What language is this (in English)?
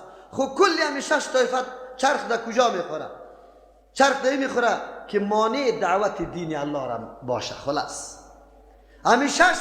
Persian